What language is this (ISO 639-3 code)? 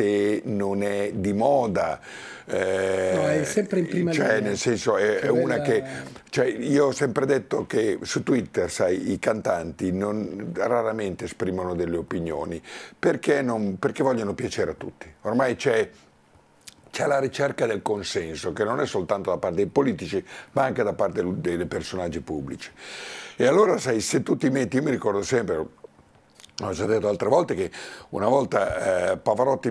ita